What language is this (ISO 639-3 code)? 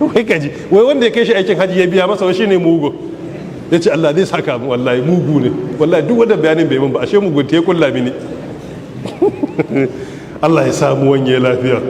hau